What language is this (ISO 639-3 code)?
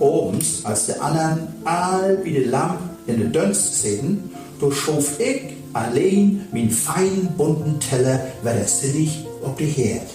nds